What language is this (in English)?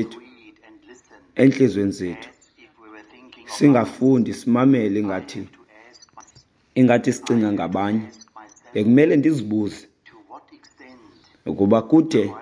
Xhosa